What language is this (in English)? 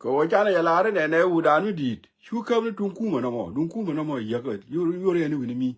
Nuer